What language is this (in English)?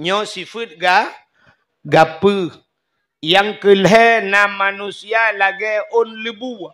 Achinese